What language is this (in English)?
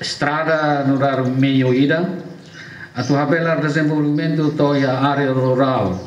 Tetum